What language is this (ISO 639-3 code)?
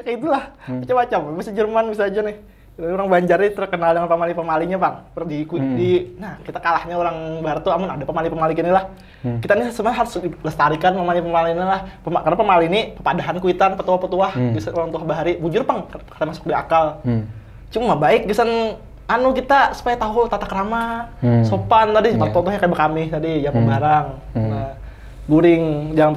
bjn